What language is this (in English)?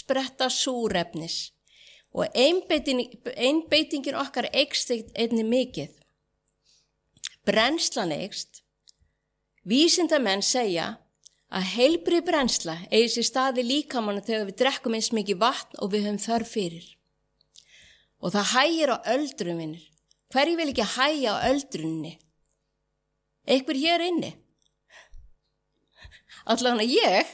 Icelandic